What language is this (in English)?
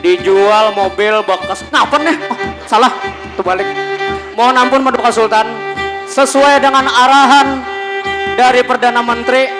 Banjar